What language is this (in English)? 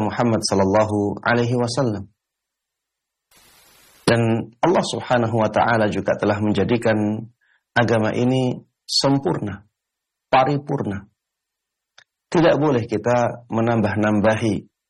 Indonesian